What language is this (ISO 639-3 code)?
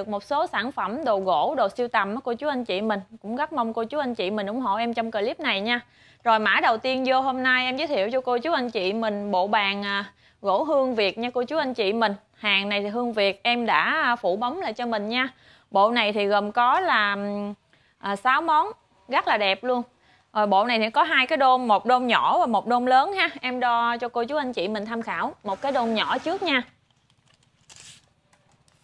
vie